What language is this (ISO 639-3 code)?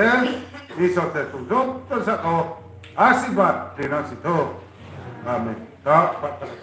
ria